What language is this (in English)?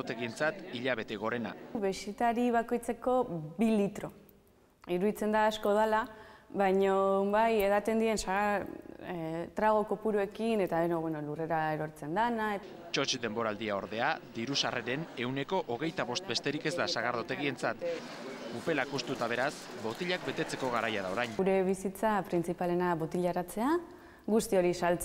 Basque